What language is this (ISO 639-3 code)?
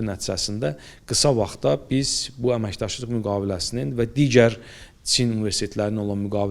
aze